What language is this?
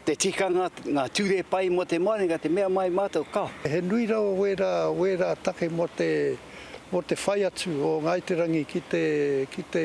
Māori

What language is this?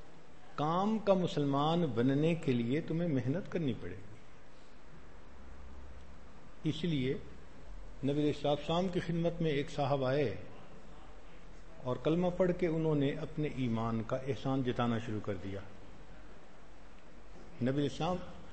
Urdu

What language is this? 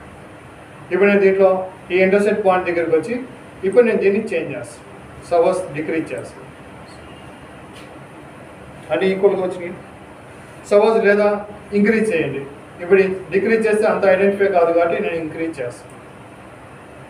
Telugu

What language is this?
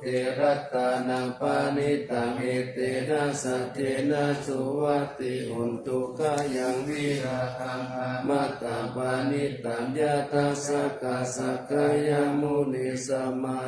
Pali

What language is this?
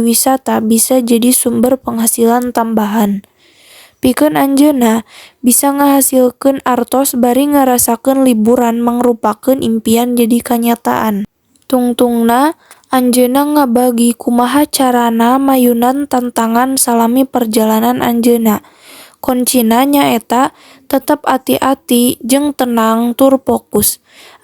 Sundanese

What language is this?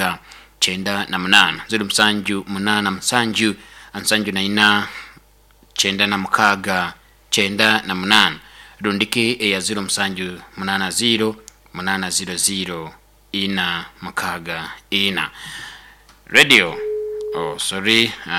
Nyoro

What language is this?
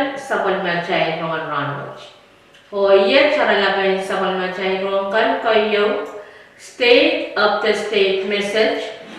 Pohnpeian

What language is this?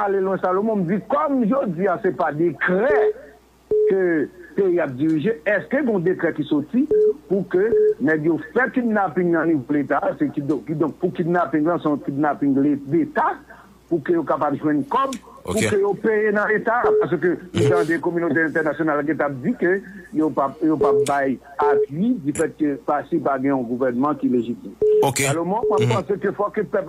Haitian Creole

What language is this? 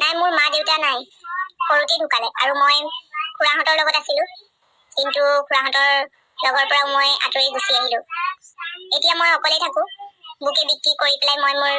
Assamese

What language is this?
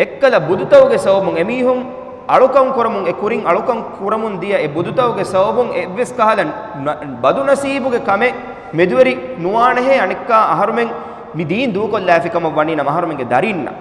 Divehi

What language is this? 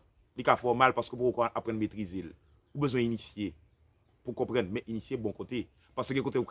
Haitian Creole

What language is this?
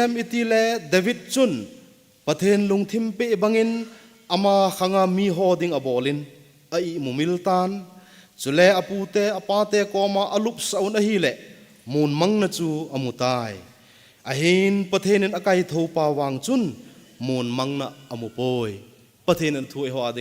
Thado Chin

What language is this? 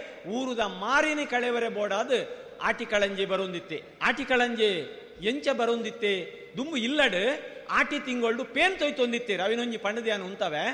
Tulu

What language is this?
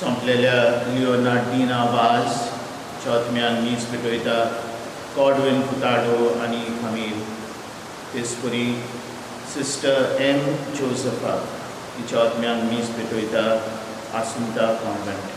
Konkani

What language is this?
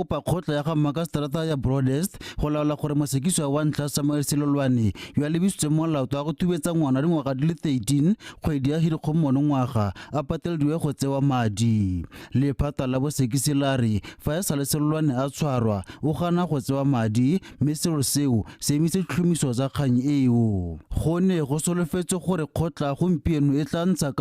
Tswana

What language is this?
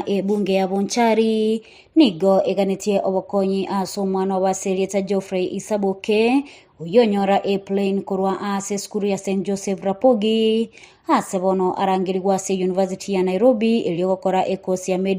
Gusii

